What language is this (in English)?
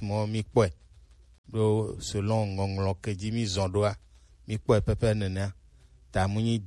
Gen